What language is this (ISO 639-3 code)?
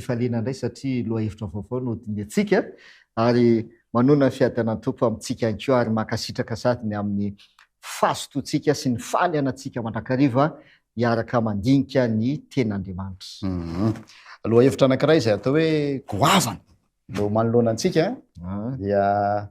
mlg